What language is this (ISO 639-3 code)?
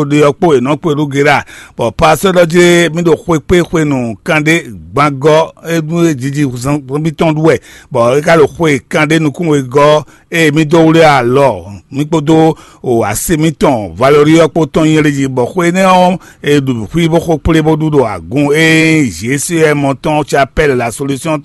fon